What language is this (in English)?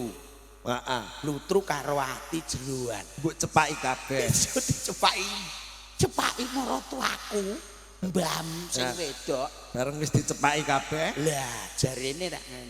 Javanese